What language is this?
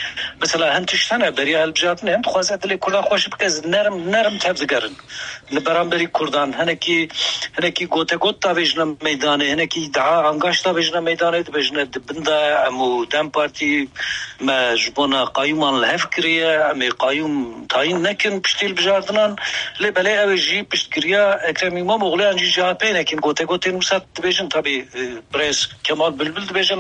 Kurdish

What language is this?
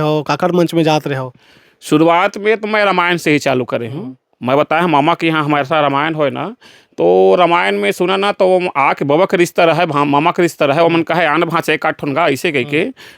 Chhattisgarhi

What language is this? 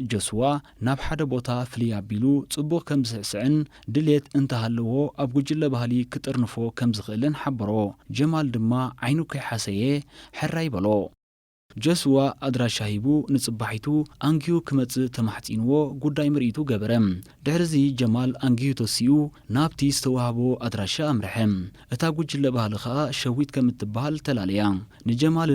Tigrinya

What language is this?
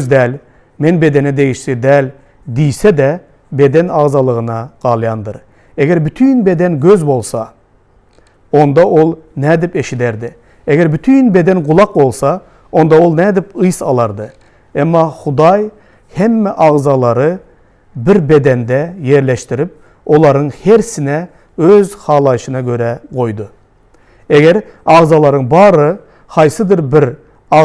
Turkmen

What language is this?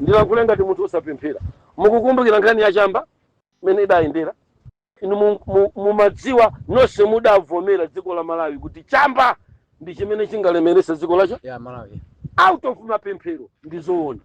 Nyanja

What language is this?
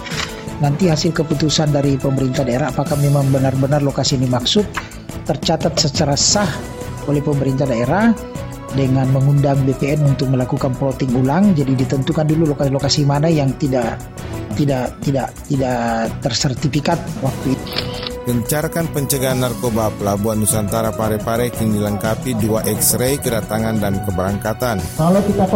Indonesian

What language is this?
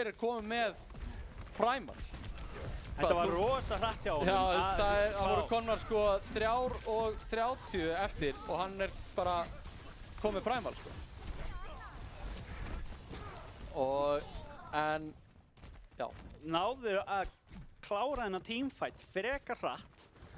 Icelandic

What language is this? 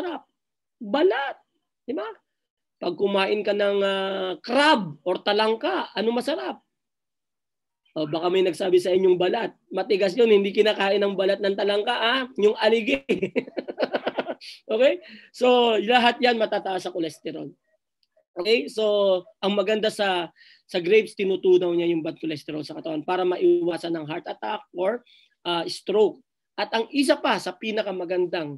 Filipino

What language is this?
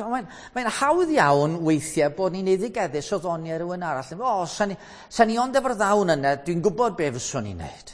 Welsh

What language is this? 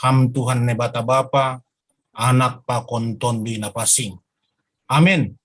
Batak Simalungun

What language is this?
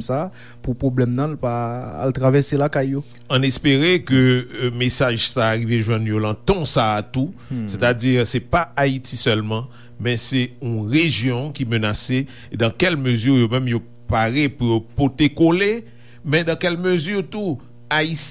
Haitian Creole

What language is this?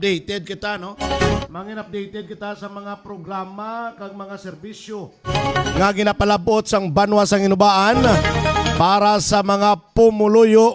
Hiligaynon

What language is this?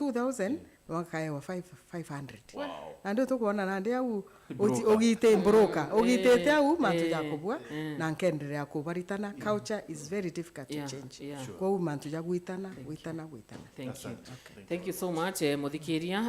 Meru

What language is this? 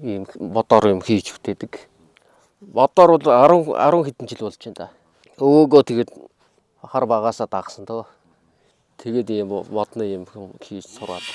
Mongolian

